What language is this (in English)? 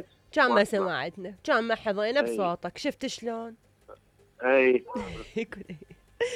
Mesopotamian Arabic